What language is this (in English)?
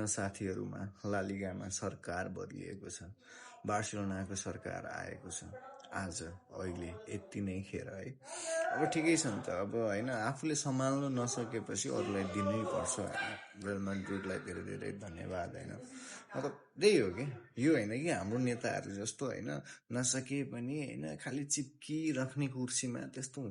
Nepali